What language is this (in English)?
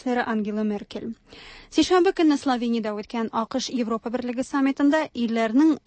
Tatar